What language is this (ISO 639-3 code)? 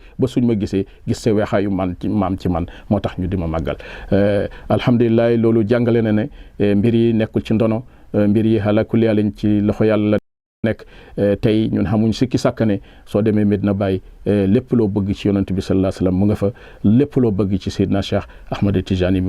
wol